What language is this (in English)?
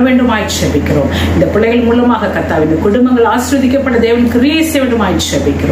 Tamil